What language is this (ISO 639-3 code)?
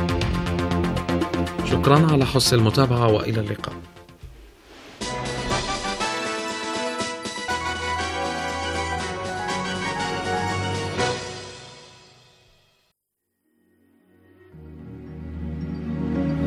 ara